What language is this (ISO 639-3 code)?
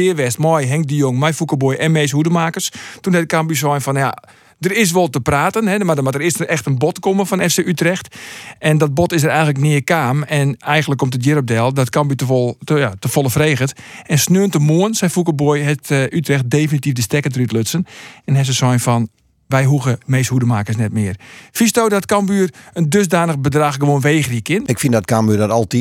fry